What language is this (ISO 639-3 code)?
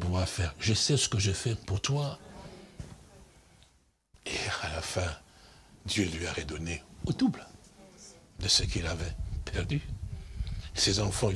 fra